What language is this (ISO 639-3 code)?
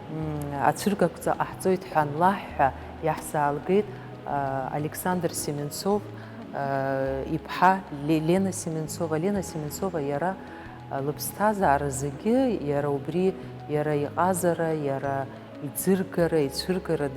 abk